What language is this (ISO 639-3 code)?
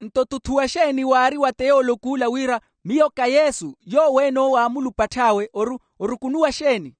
vmw